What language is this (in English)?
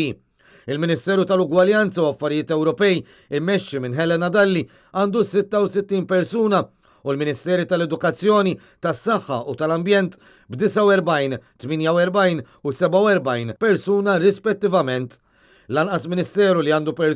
Maltese